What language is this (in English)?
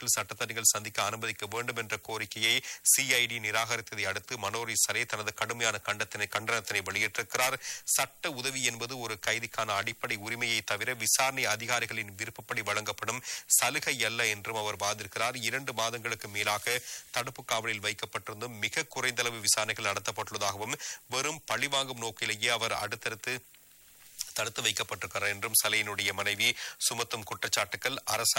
Tamil